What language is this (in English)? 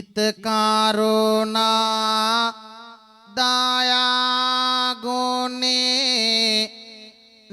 Sinhala